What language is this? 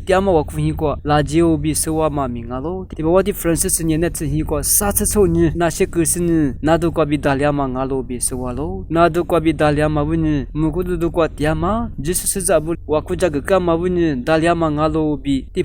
Lisu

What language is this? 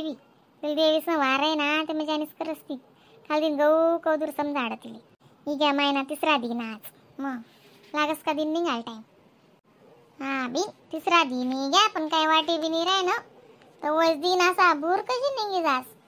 Khandesi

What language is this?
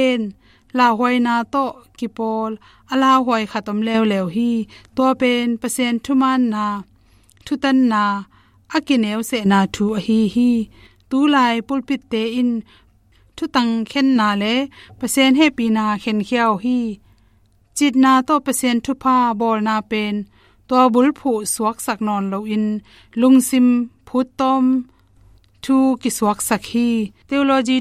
Tedim Chin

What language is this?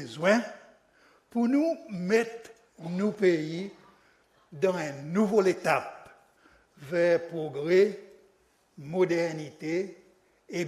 Seselwa Creole French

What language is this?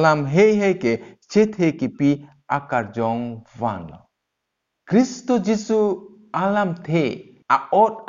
Karbi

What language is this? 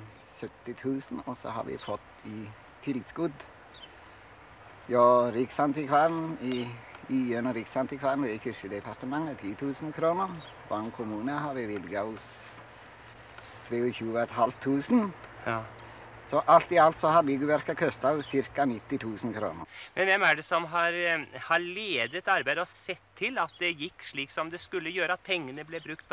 Norwegian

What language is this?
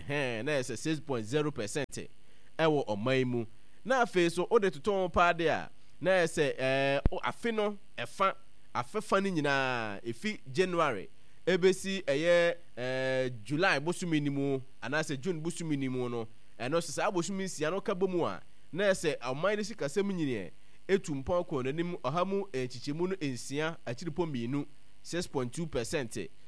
Akan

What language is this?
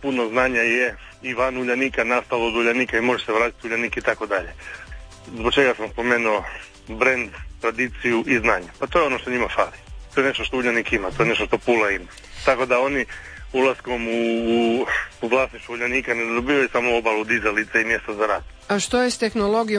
Croatian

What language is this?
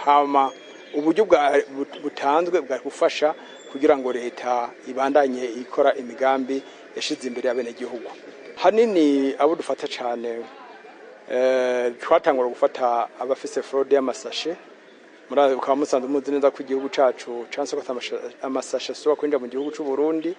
Rundi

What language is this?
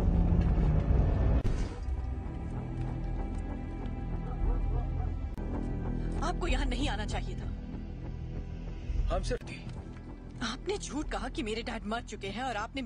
Hindi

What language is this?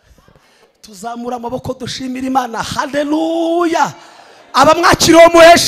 Kinyarwanda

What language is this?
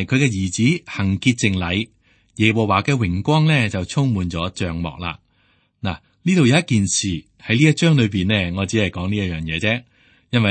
Cantonese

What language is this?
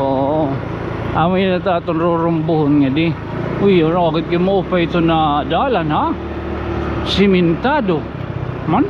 Waray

